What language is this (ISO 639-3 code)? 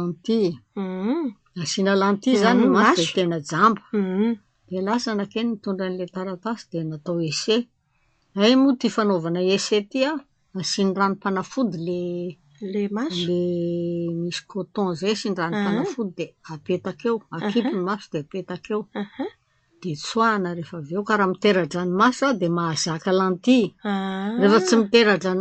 mlg